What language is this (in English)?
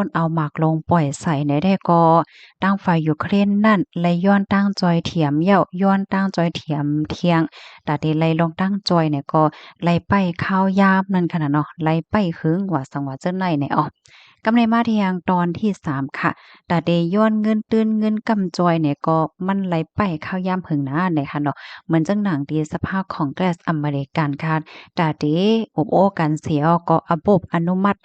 Shan